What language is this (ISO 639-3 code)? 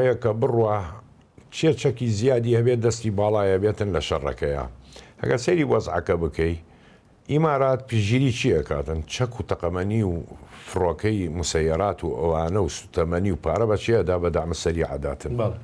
ckb